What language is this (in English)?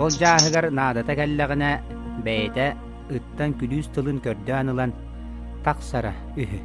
Yakut